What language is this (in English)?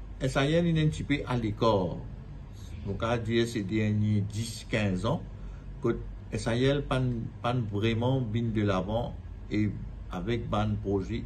Morisyen